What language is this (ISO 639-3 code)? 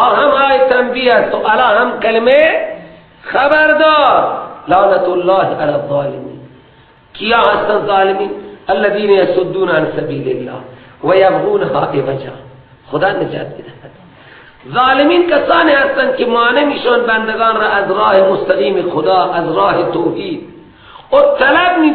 fas